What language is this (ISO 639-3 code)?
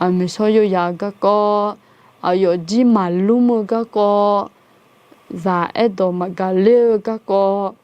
ahk